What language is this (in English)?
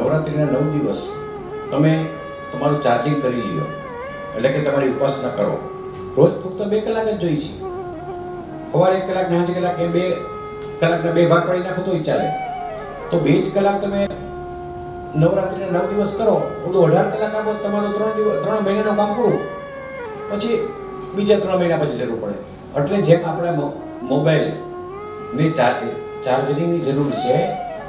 Gujarati